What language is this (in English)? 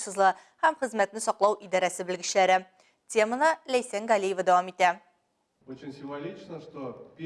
Tatar